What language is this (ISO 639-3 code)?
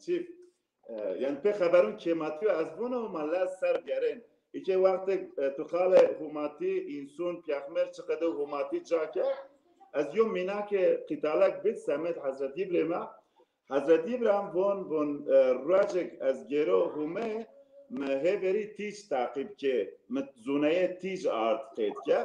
zza